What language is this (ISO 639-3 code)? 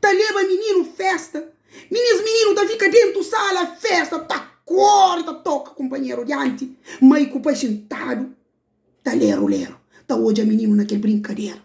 kea